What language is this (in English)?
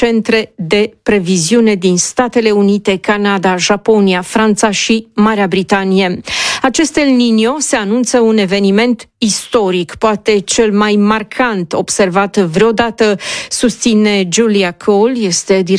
Romanian